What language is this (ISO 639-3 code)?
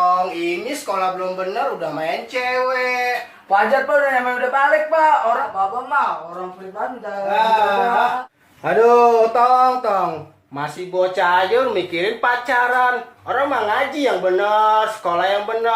bew